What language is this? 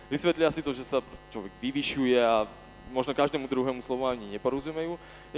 Slovak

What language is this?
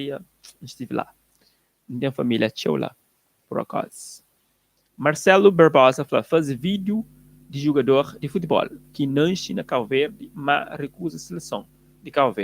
Kabuverdianu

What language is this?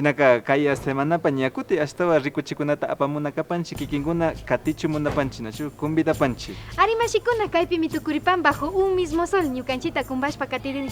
Imbabura Highland Quichua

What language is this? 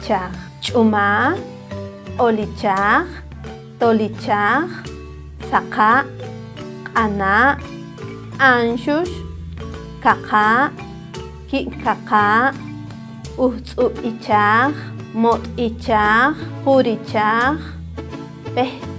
Poqomchi'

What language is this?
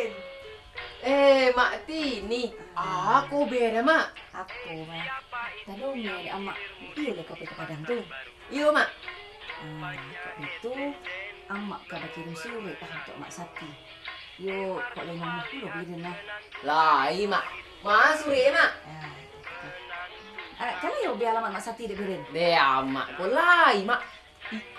Minangkabau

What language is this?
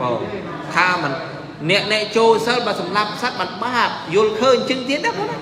Khmer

